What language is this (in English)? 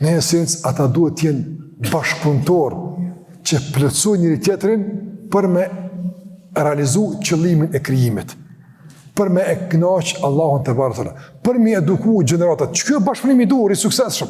Albanian